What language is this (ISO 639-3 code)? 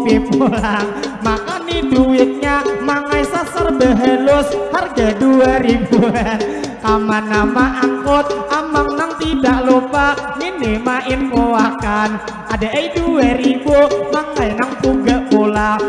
bjn